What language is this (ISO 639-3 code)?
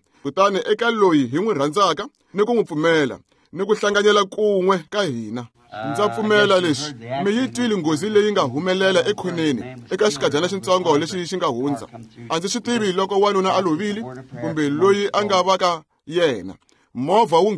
tso